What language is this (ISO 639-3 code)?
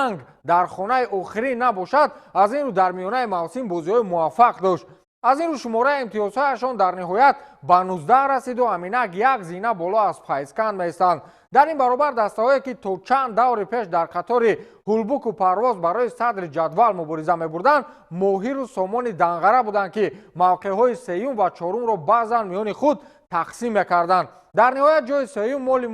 tgk